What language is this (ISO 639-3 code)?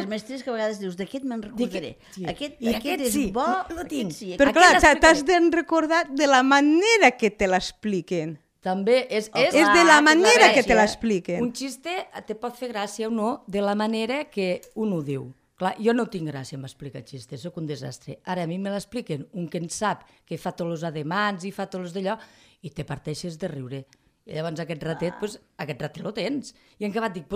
cat